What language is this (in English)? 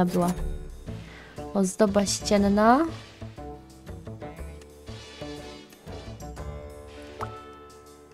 Polish